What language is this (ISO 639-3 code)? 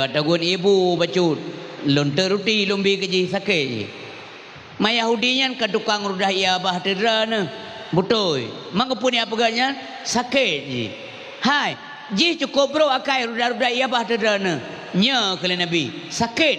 ace